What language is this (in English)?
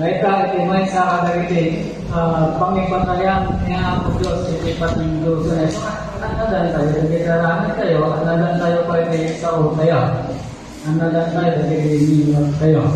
Iloko